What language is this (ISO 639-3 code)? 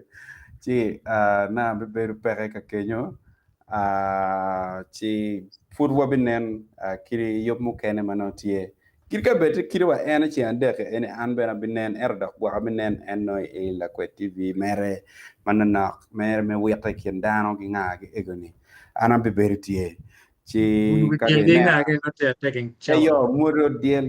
ach